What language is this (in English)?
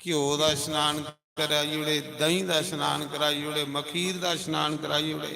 Dogri